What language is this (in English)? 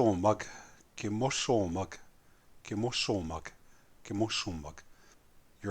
Plains Cree